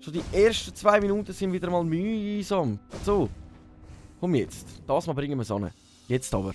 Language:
Swiss German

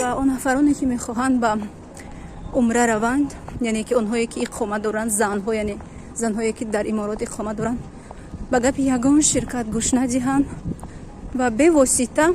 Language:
Tajik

